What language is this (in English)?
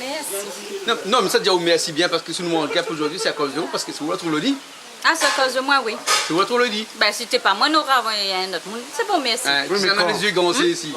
Réunion Creole French